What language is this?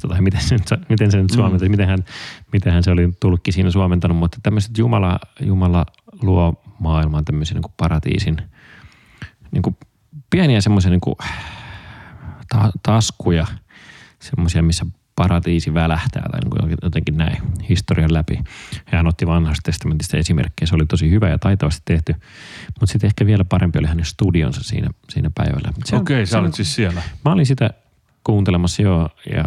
Finnish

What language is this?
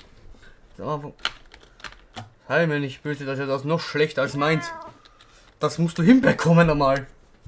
German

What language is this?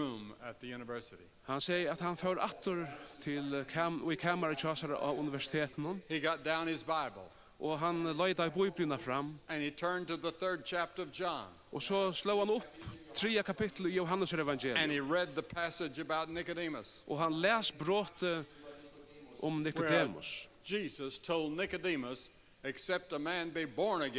Faroese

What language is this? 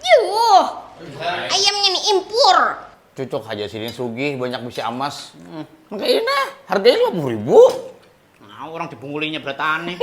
Banjar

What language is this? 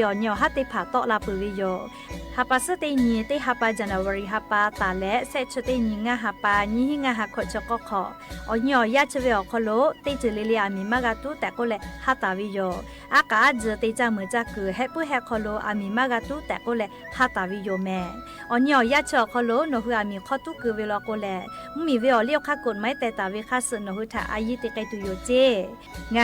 Lahu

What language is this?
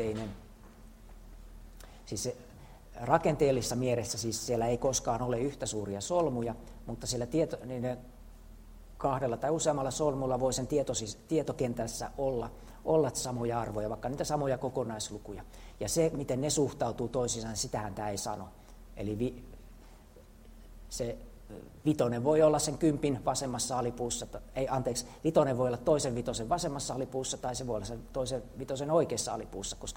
Finnish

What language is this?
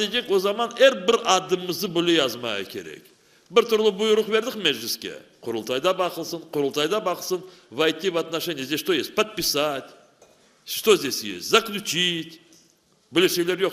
Crimean Tatar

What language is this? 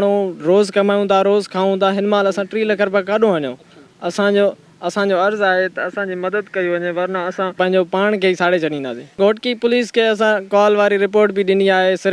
Sindhi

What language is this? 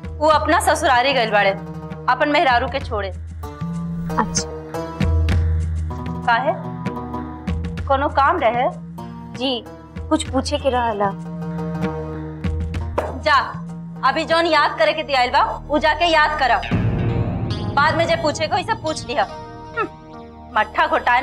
Bhojpuri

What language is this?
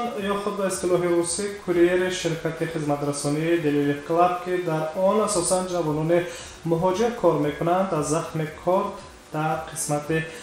Tajik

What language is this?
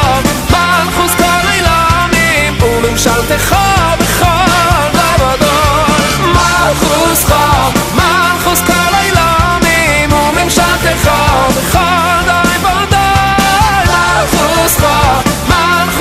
Hebrew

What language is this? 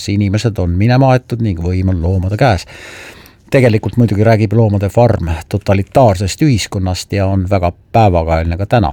Estonian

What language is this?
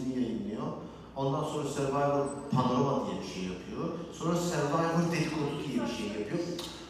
Turkish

